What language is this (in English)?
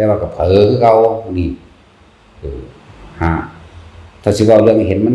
Northeastern Thai